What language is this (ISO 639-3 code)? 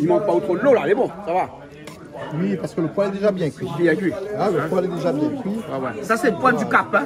rcf